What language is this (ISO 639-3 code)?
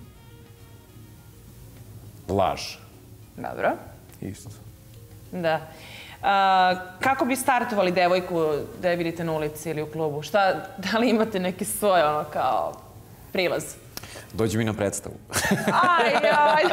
srp